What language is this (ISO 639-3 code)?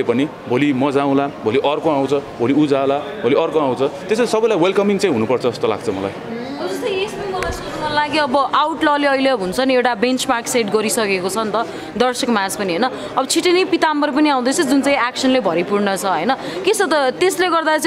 nep